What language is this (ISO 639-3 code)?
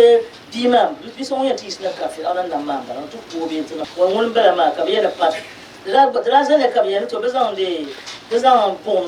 dag